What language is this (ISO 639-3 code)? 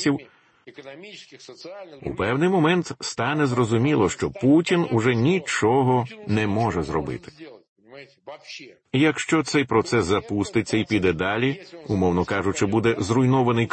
ukr